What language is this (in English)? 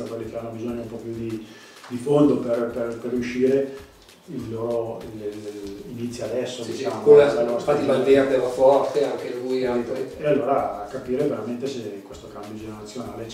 Italian